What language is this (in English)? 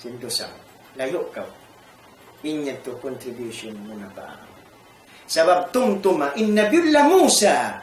Tausug